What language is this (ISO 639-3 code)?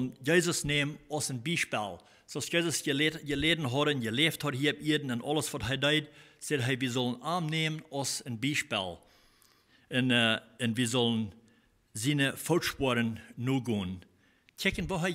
pdt